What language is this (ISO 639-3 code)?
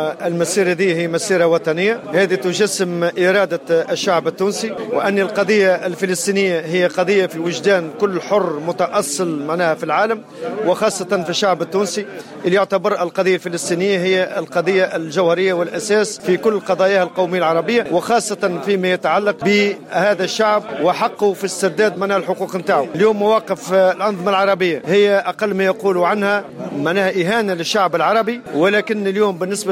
aeb